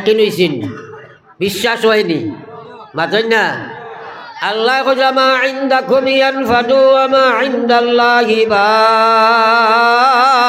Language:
Sylheti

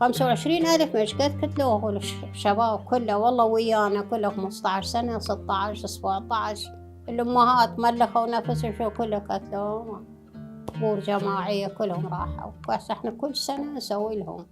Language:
Mesopotamian Arabic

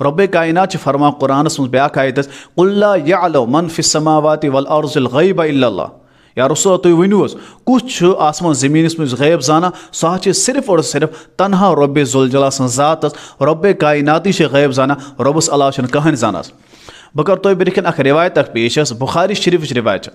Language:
Kashmiri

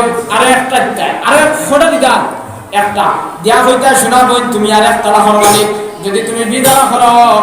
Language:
Sylheti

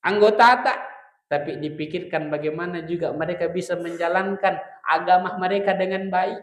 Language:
Buginese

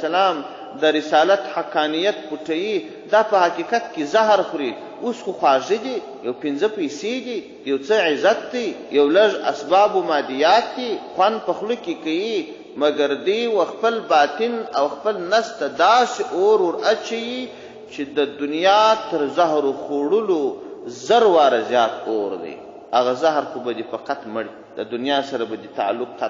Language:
Pashto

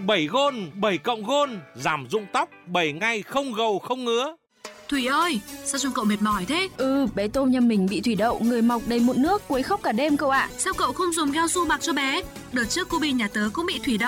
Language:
Vietnamese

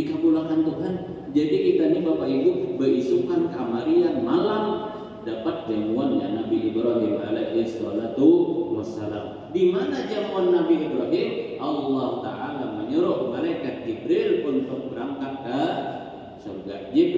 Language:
Banjar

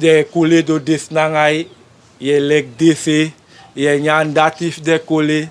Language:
Sranan Tongo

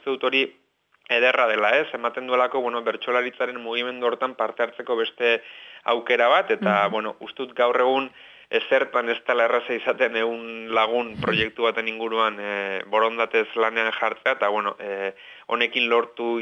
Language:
Basque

